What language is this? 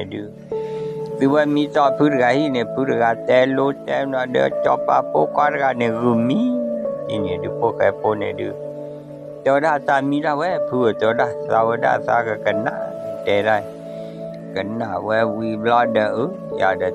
S'gaw Karen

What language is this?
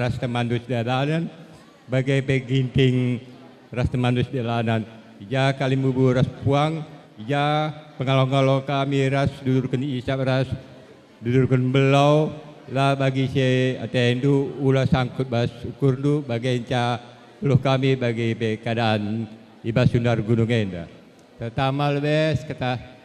Batak Karo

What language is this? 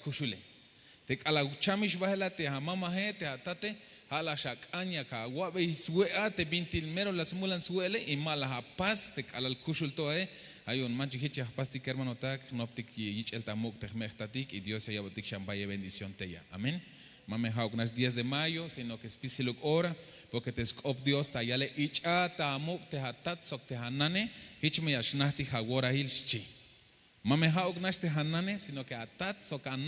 Tzeltal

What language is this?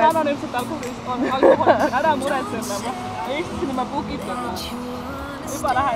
Estonian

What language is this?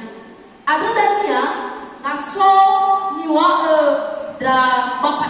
Nias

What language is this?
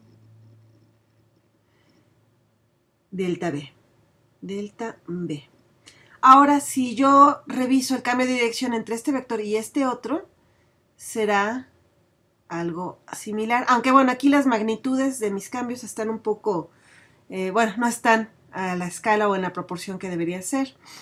Spanish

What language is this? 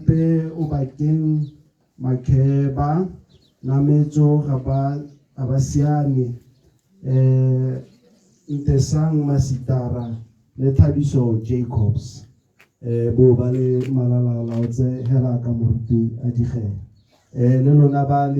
Tswana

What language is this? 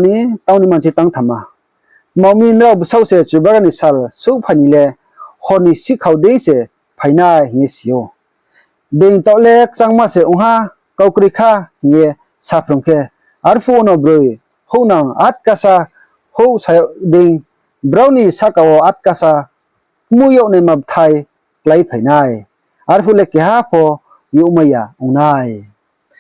Riang (India)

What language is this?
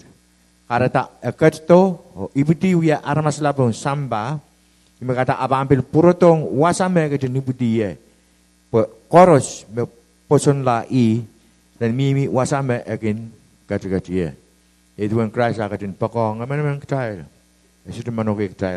Pohnpeian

